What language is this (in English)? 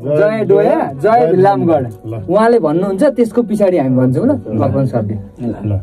Nepali